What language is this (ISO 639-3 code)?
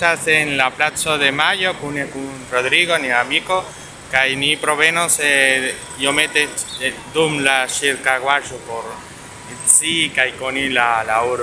epo